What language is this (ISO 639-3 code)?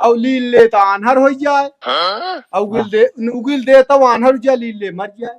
awa